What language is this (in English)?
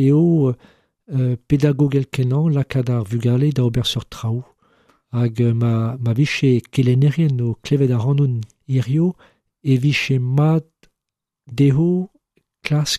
Breton